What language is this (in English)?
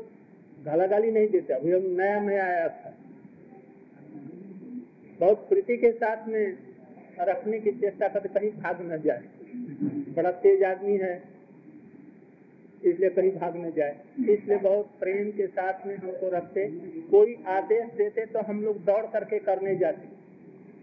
Bangla